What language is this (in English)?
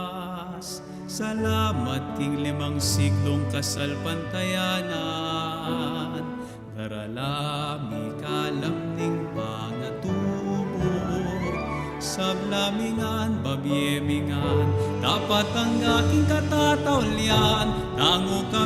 Pampanga